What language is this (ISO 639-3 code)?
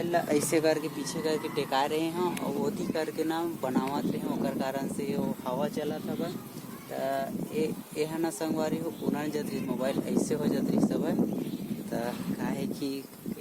hne